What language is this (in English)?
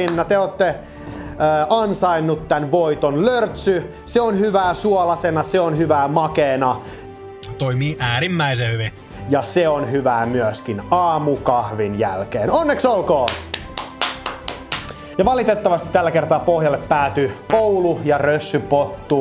Finnish